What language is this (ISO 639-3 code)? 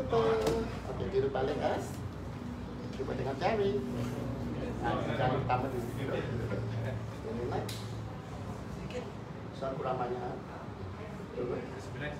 msa